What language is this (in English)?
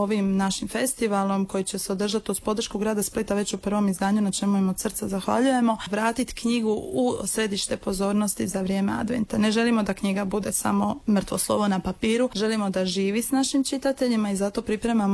Croatian